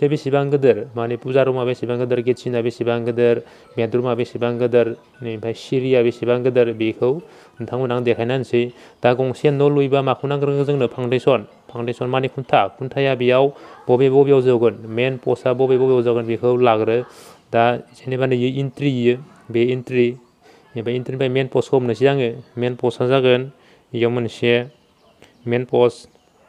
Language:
Bodo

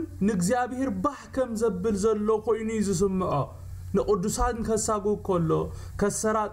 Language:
Tigrinya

